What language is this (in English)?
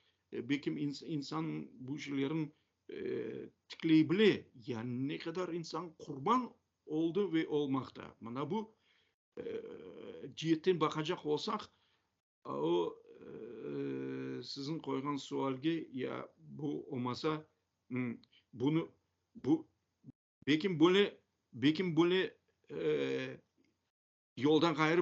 Crimean Tatar